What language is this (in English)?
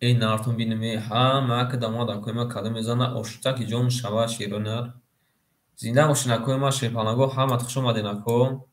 Tajik